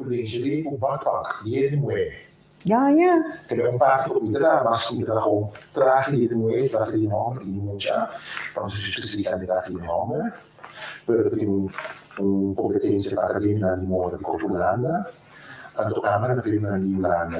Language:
Papiamento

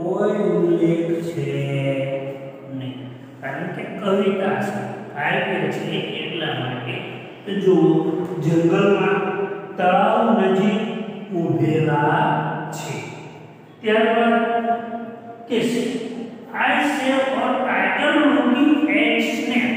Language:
Gujarati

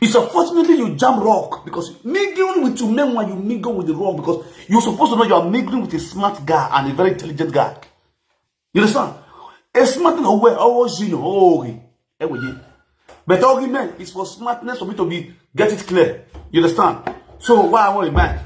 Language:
Nigerian Pidgin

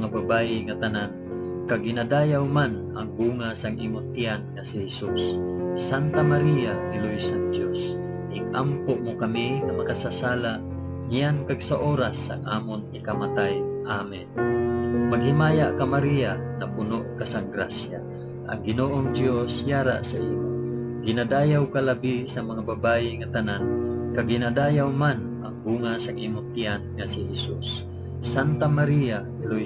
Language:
Hiligaynon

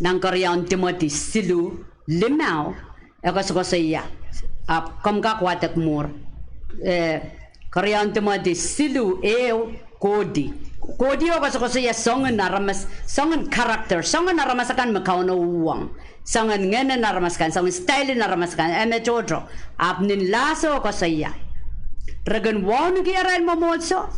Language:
Pohnpeian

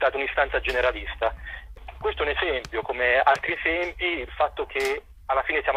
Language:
Italian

